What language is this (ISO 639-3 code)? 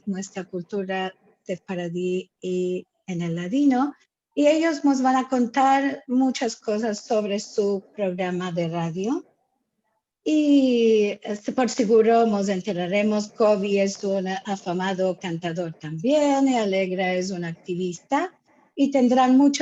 lad